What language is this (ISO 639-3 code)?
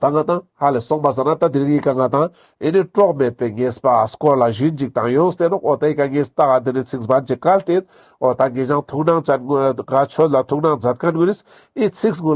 lbj